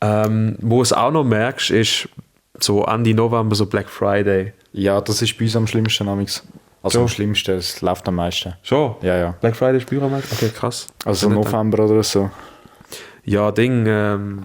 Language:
Swiss German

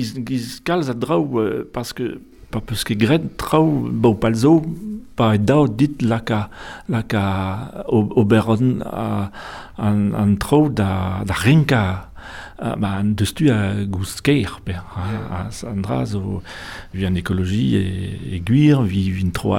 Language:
Breton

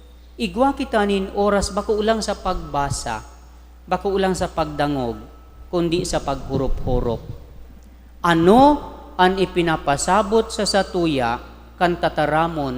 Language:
Bikol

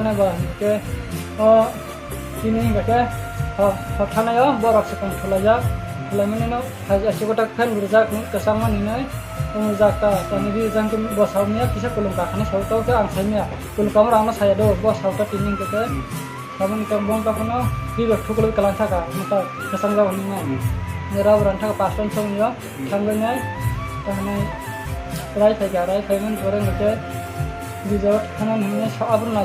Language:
Kok Borok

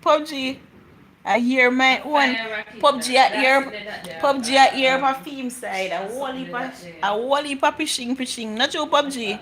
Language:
Jamaican Creole English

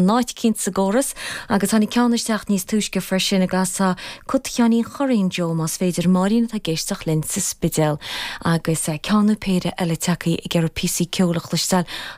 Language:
Irish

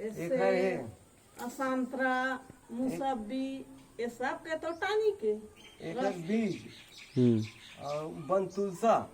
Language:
Chhattisgarhi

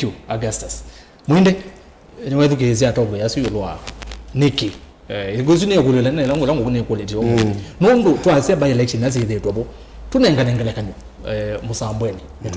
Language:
Kamba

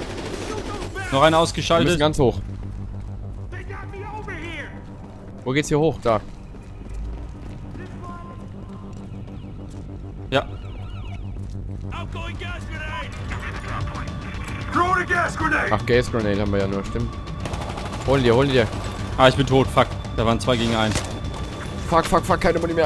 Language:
German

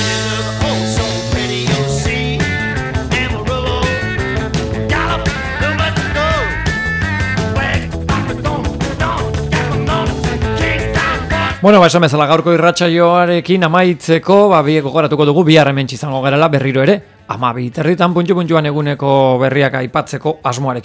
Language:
Basque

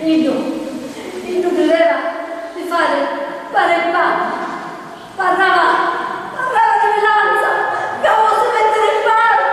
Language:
Sicilian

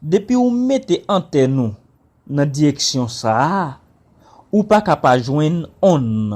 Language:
Haitian Creole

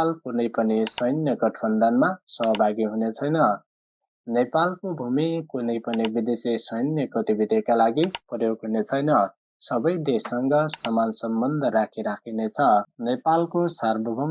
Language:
Nepali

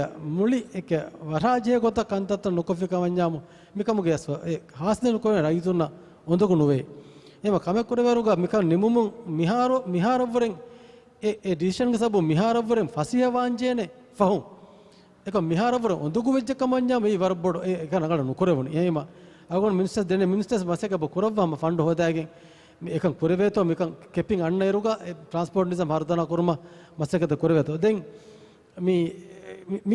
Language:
Divehi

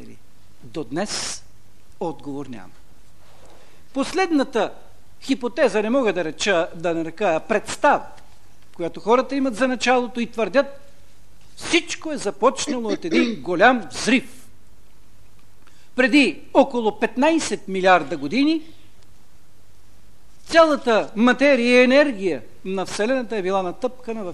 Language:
Bulgarian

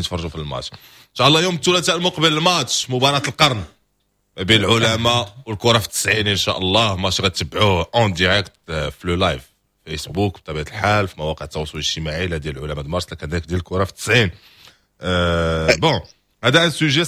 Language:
Moroccan Arabic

